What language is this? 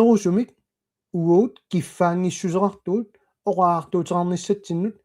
Kalaallisut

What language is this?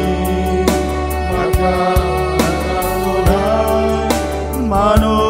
Batak Simalungun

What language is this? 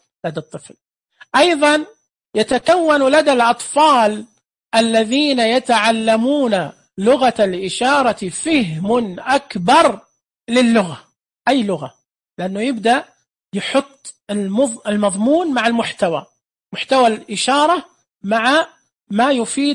Najdi Arabic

